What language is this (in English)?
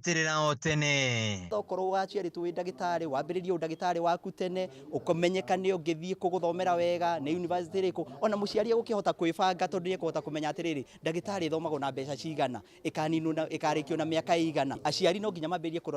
Kikuyu